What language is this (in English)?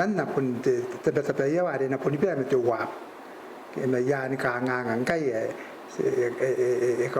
Gilbertese